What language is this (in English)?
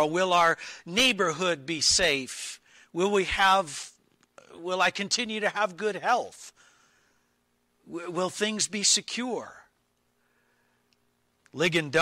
English